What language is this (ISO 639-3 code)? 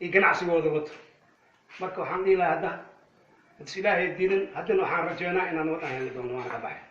som